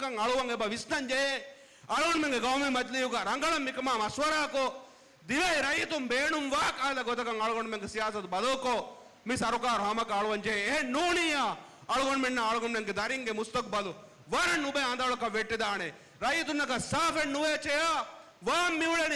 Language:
Divehi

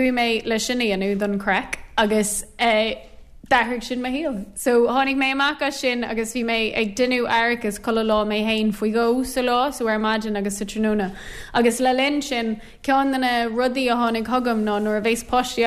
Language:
Irish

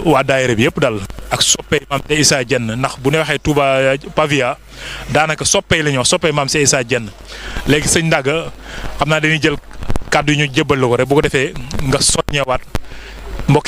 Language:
Wolof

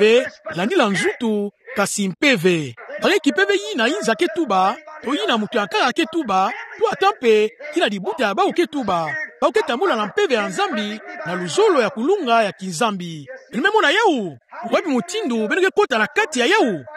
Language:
Kituba (Democratic Republic of Congo)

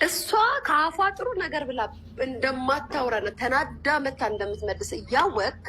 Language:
Amharic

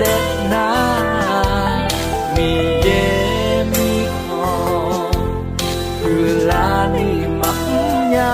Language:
Akha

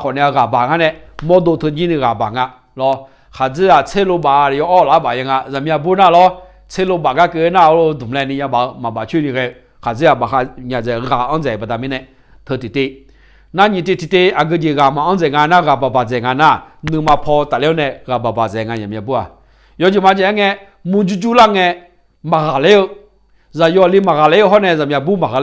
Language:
Akha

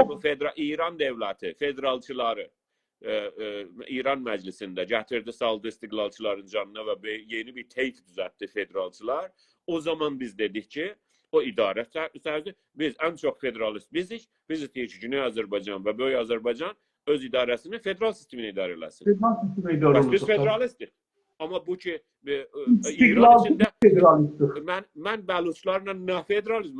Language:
South Azerbaijani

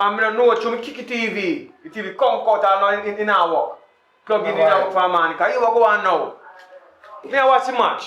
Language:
Jamaican Creole English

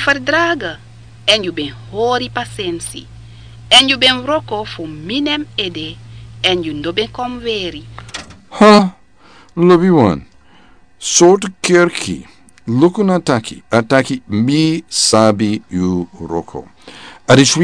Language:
Sranan Tongo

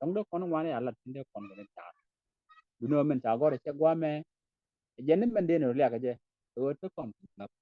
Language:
Nuer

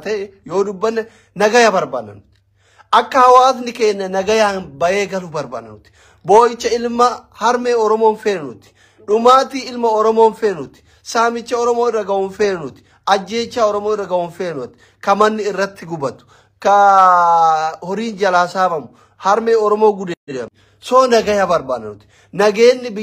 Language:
Oromo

